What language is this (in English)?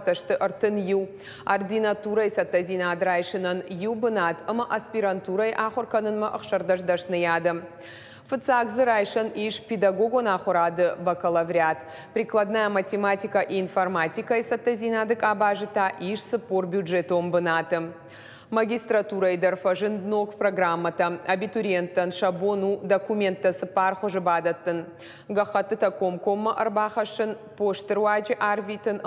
Ossetic